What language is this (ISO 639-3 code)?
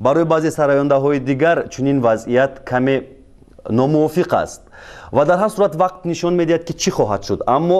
tgk